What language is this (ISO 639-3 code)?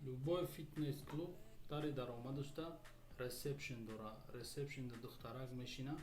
tgk